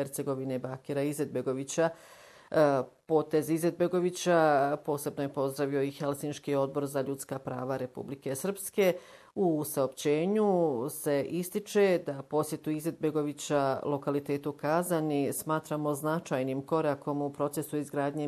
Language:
Bosnian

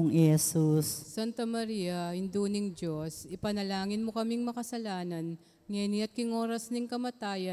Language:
Pampanga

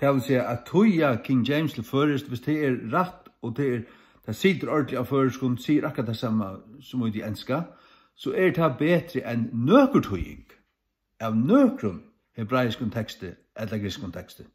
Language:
Faroese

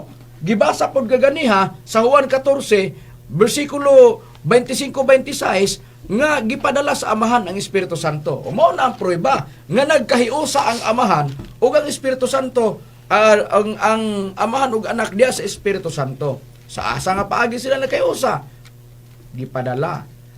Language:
Cebuano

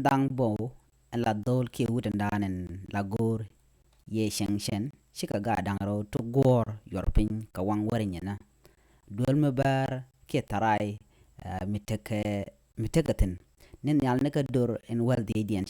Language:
Nuer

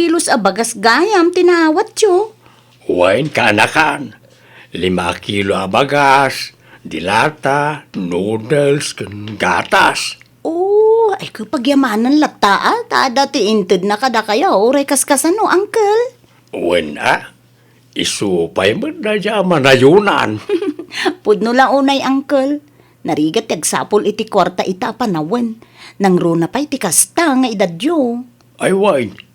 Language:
Iloko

